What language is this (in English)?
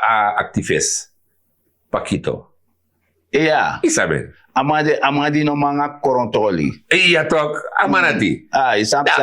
Sranan Tongo